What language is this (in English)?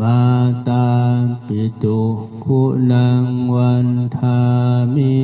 Pali